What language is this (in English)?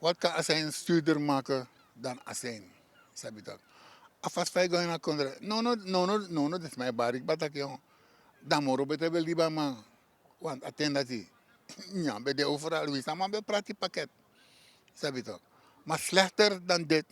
Sranan Tongo